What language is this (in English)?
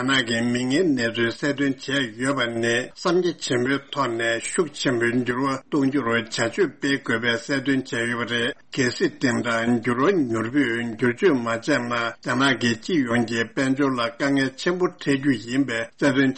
Tibetan